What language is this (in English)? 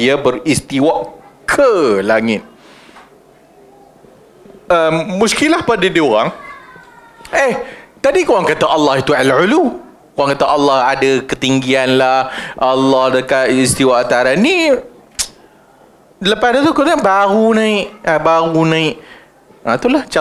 Malay